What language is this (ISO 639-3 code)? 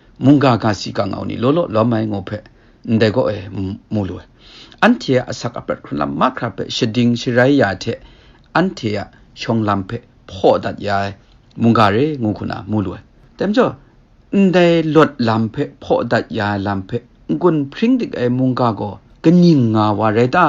kac